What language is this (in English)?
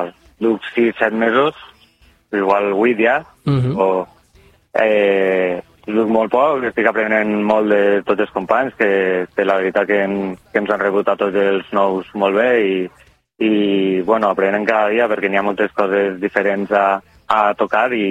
Catalan